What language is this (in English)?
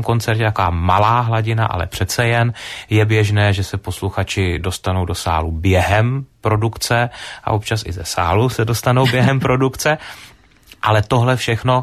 Czech